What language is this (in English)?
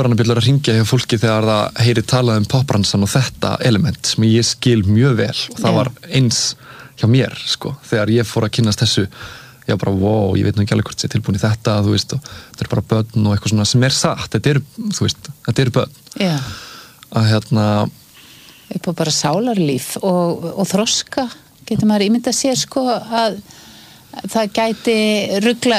Icelandic